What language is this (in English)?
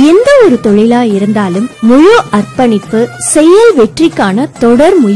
Tamil